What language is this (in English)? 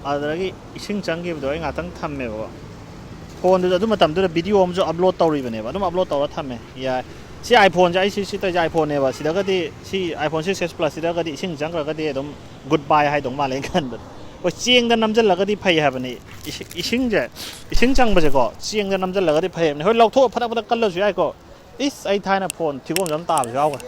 Manipuri